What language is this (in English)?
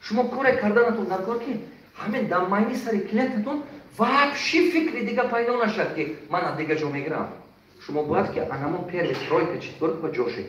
Tajik